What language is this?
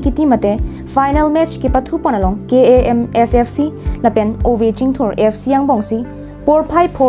Karbi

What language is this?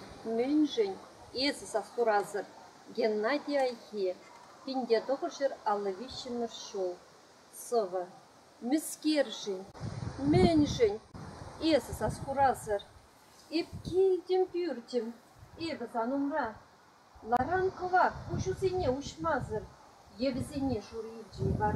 Chuvash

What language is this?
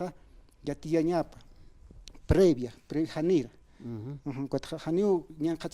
Aymara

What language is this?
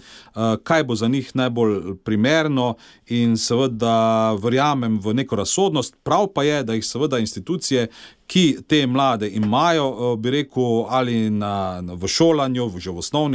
Slovenian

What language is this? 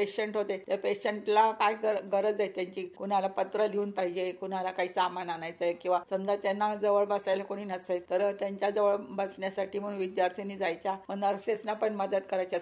Marathi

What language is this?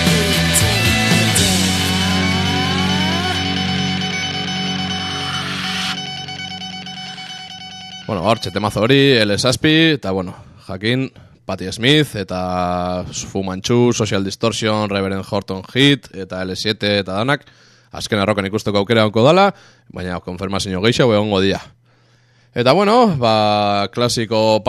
Basque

